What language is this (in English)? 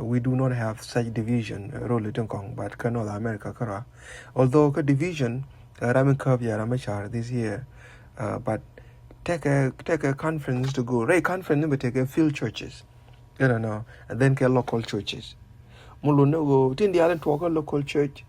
Nuer